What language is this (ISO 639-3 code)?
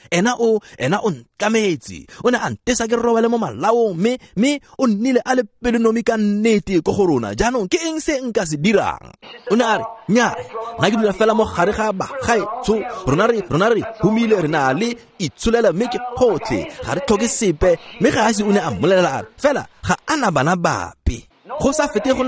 tsn